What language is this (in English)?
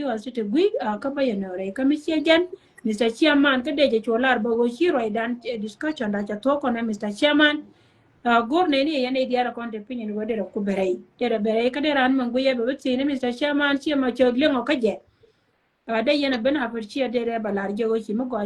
Nuer